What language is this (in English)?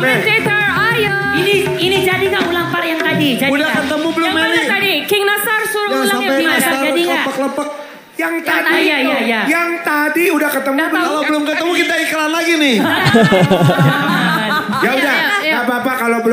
Indonesian